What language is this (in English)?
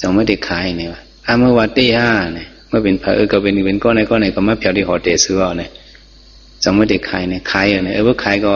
Shan